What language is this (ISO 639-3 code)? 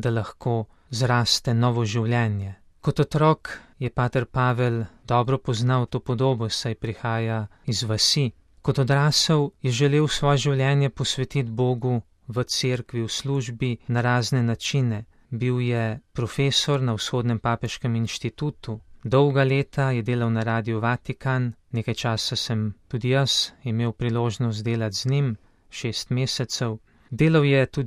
slv